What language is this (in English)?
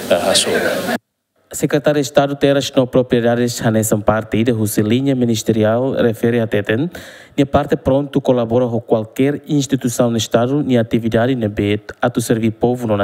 Tetum